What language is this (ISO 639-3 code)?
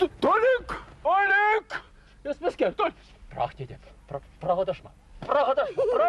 chv